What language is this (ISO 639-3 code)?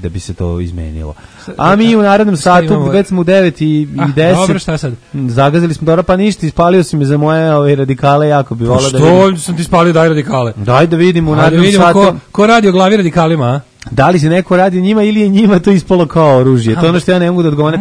srp